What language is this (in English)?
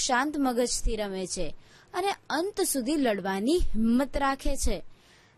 Gujarati